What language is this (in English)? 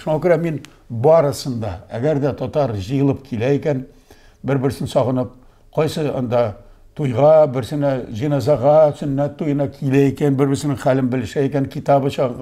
Tatar